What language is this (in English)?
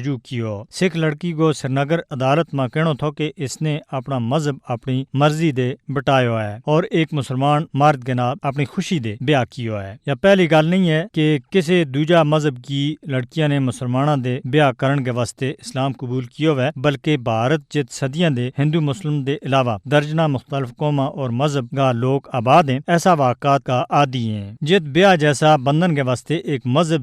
Gujari